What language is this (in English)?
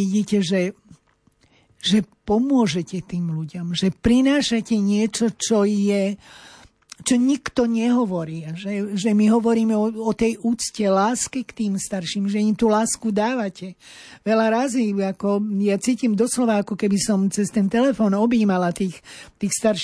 Slovak